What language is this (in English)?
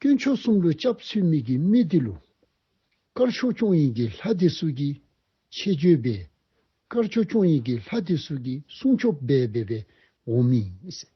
Dzongkha